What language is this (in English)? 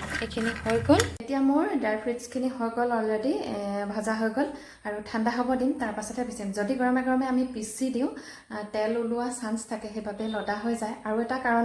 Assamese